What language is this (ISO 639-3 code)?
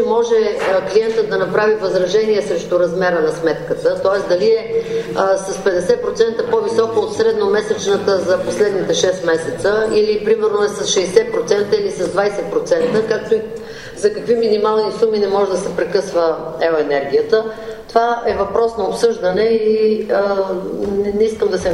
bul